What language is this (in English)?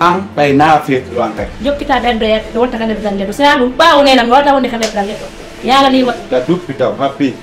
Fula